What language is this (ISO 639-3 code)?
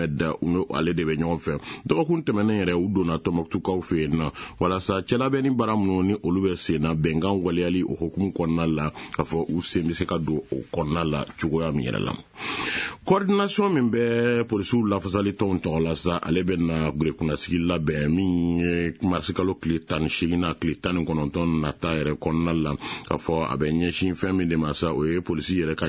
bam